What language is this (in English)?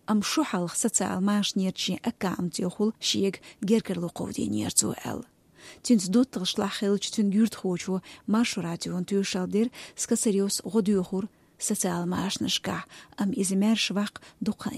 Chechen